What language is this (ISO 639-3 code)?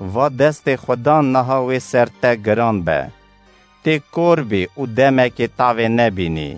kur